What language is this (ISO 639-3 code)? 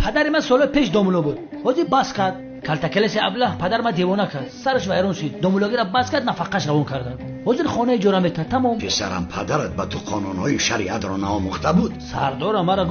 tgk